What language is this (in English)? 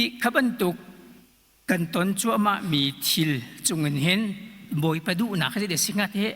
Hakha Chin